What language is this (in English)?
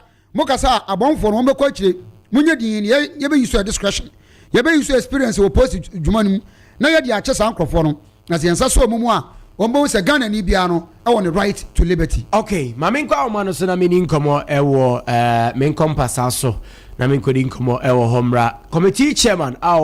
Akan